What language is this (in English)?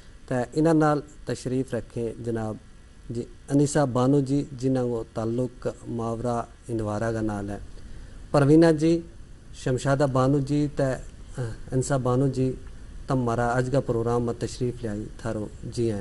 Gujari